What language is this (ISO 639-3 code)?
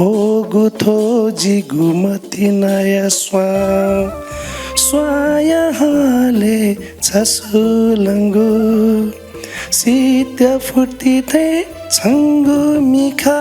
new